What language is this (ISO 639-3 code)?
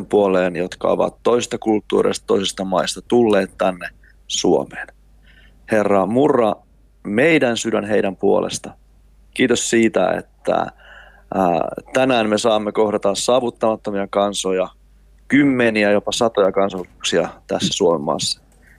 fin